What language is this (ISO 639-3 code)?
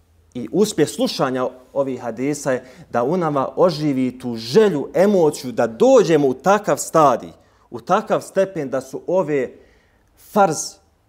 bos